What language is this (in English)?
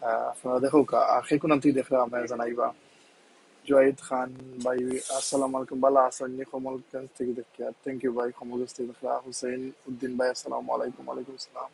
Sylheti